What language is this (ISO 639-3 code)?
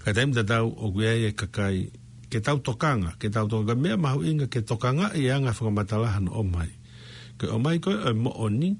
ton